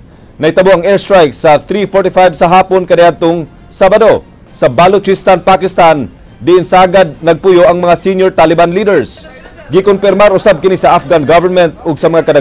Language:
Cebuano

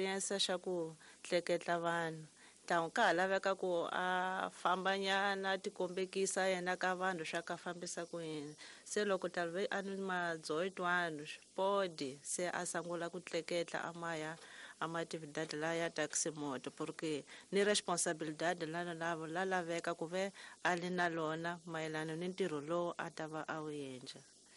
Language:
Tsonga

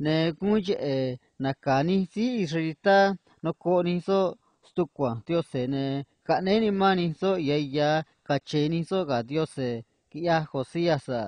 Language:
Copala Triqui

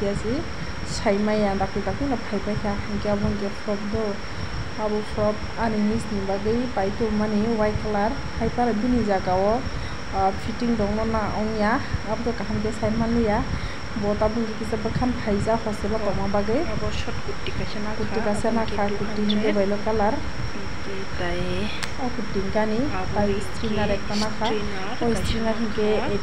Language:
Kok Borok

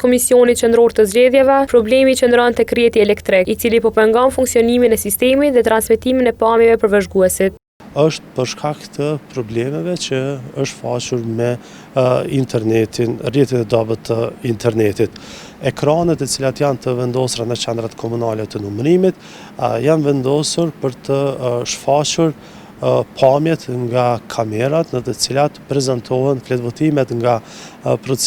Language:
Albanian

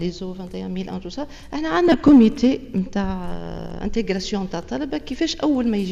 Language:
Tunisian Arabic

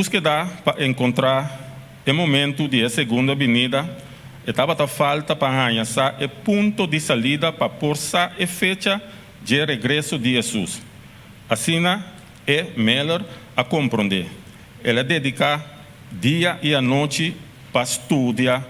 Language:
Papiamento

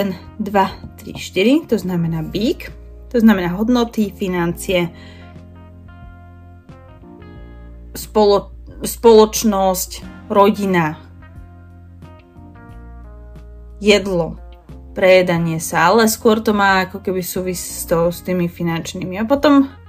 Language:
Slovak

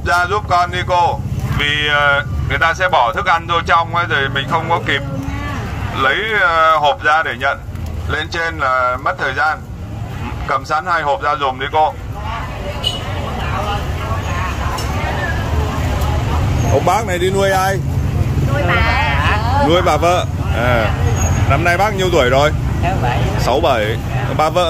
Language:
Vietnamese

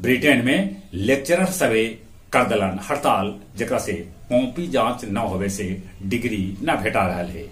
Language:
Magahi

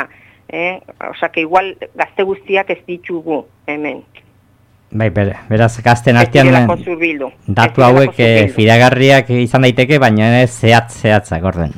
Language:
Basque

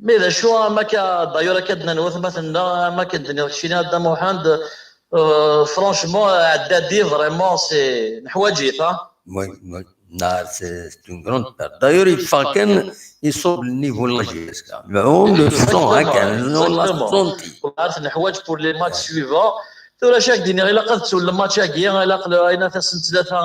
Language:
Kabyle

